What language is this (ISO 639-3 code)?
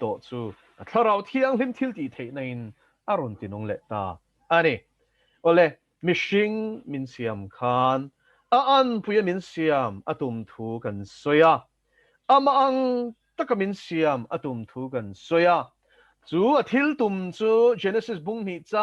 lus